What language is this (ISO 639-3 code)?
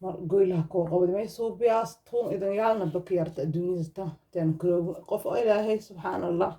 som